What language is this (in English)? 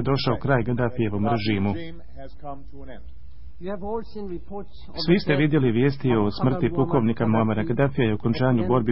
Bosnian